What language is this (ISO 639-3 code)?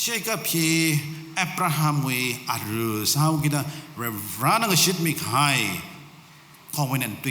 nmf